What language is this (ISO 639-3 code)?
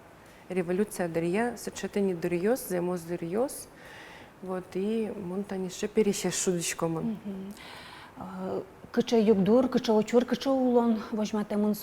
udm